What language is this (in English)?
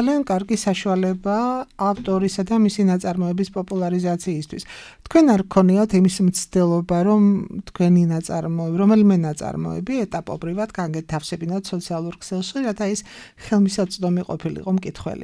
Georgian